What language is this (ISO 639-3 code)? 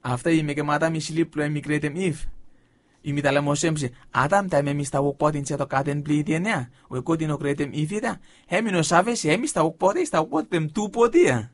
bis